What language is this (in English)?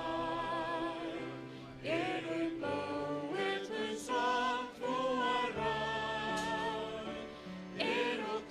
Faroese